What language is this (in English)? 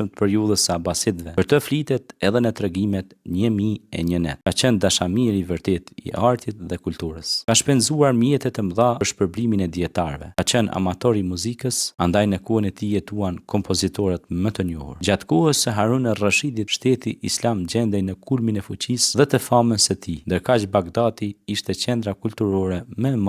Albanian